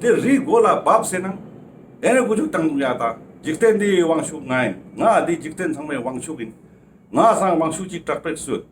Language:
Ladakhi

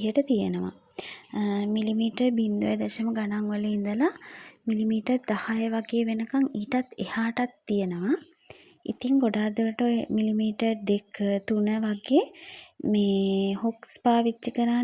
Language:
Sinhala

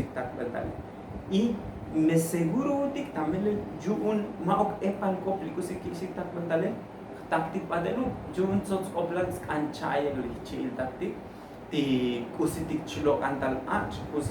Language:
Tzotzil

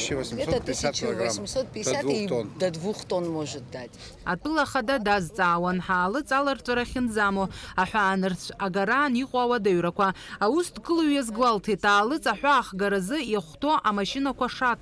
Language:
Abkhazian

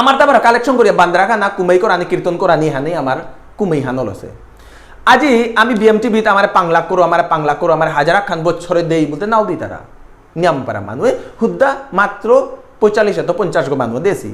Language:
Bishnupriya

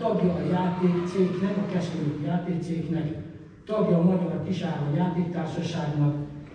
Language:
Hungarian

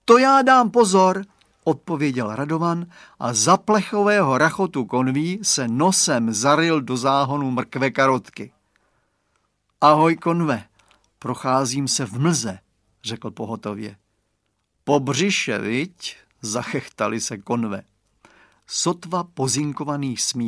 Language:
Czech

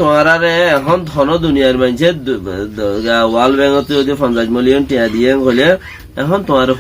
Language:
Rohingya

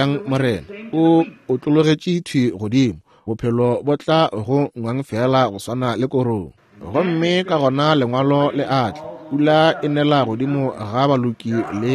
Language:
Northern Sotho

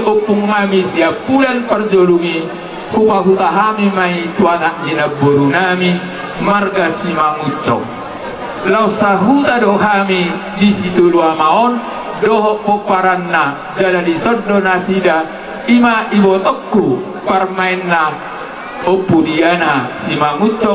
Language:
Batak Toba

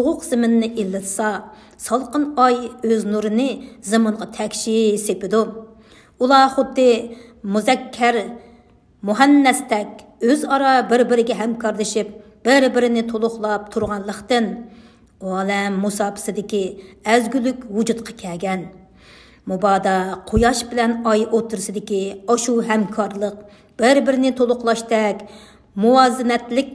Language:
Uyghur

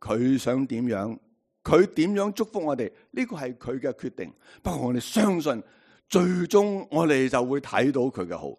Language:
Cantonese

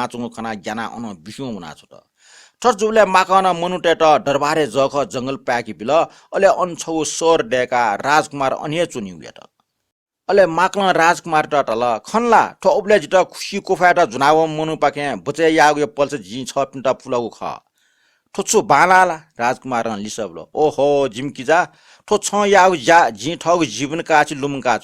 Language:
Newari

